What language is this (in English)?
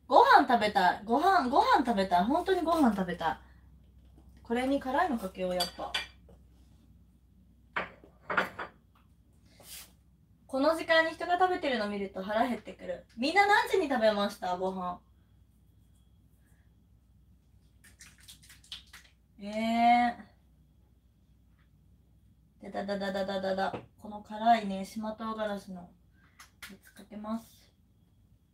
Japanese